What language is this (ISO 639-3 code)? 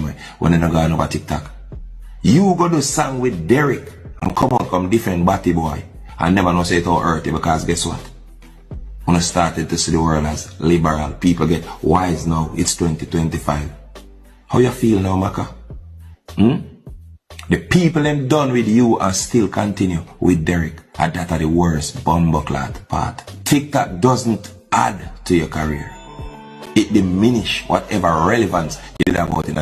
jam